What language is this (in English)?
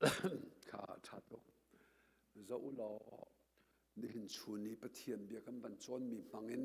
Hakha Chin